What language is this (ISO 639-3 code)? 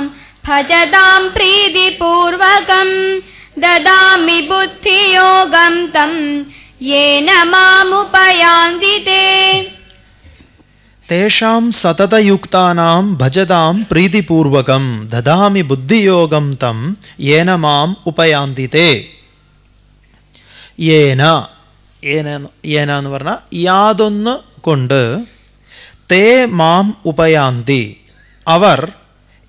mal